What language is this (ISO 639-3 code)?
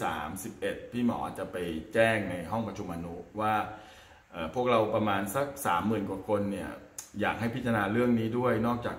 tha